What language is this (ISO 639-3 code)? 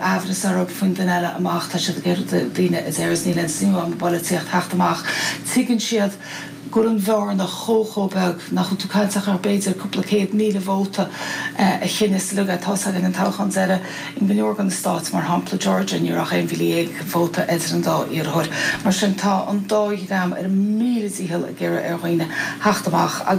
gle